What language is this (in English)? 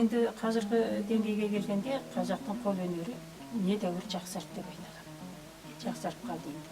Kazakh